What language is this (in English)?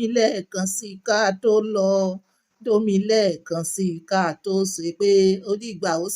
Yoruba